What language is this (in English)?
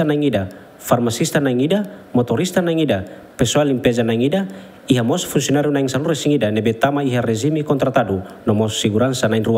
Tetum